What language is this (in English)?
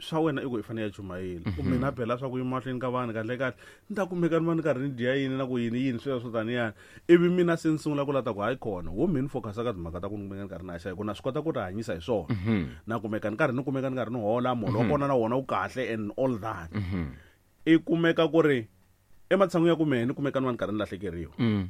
Tsonga